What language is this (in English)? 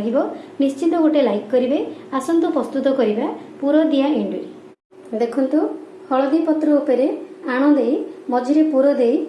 Odia